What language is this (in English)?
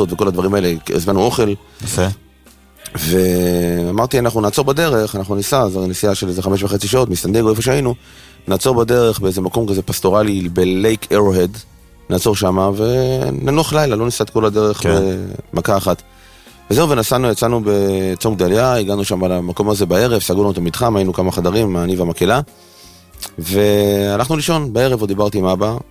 Hebrew